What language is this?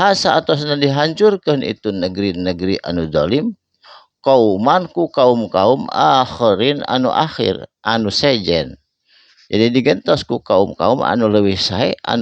Sundanese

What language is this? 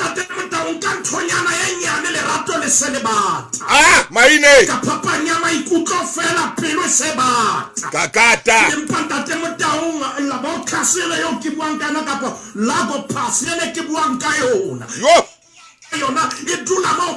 Southern Sotho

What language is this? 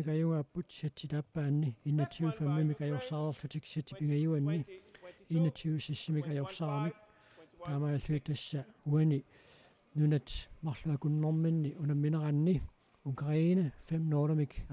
Kalaallisut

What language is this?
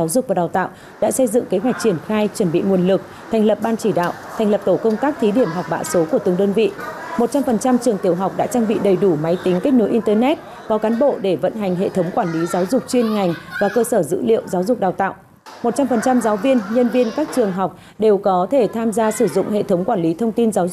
Vietnamese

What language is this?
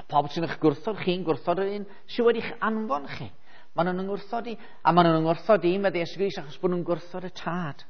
Welsh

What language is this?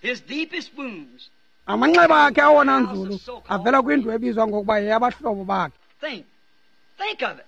Xhosa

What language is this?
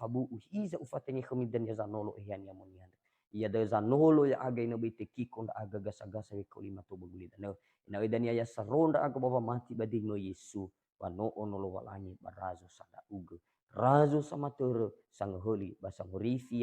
Nias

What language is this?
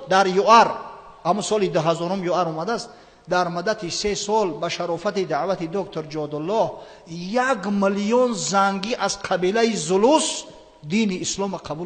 Tajik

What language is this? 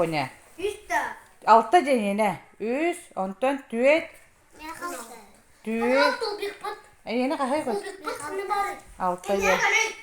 Yakut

